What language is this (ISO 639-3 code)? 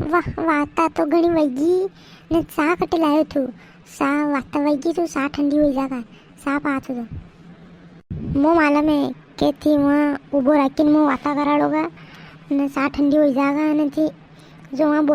raj